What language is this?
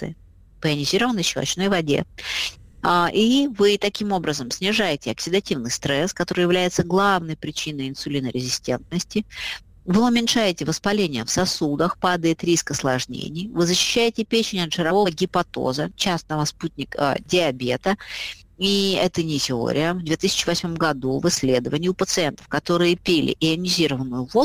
Russian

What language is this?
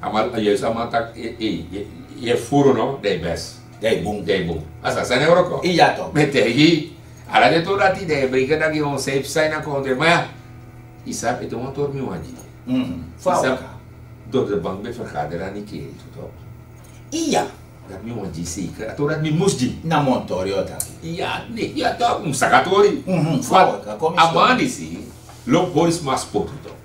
Sranan Tongo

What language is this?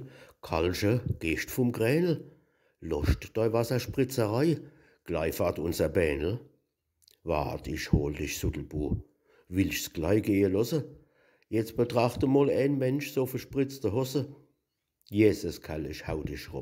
Palatine German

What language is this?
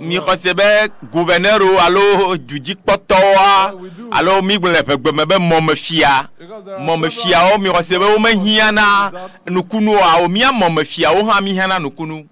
Ewe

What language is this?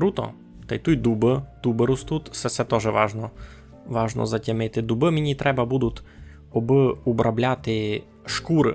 Rusyn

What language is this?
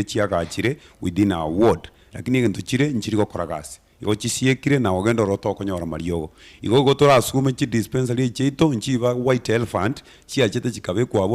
Gusii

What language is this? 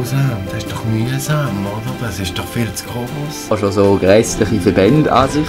Swiss German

